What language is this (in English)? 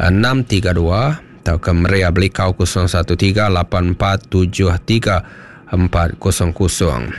Iban